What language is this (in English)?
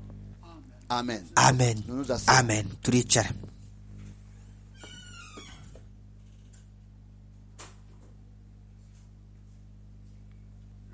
Kinyarwanda